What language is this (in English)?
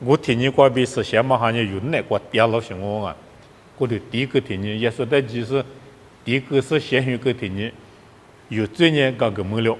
Lisu